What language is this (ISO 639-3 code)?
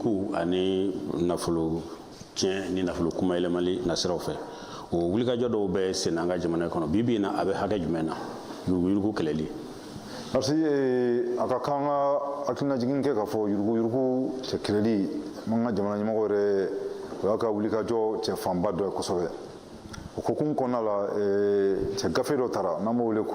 bam